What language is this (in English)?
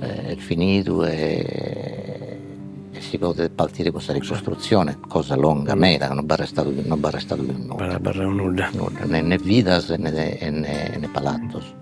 Sardinian